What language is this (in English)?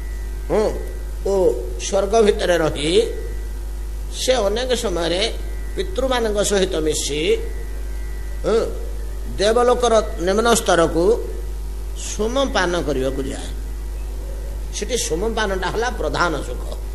Odia